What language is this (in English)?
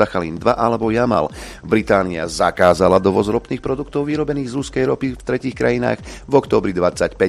Slovak